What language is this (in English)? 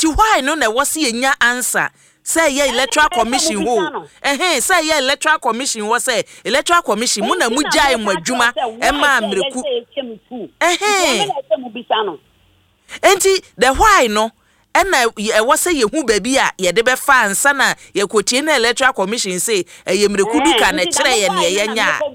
Akan